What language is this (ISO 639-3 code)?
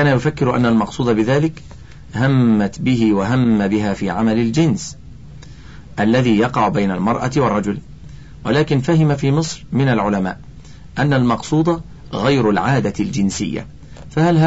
ara